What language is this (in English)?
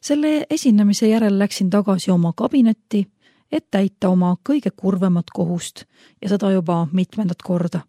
Estonian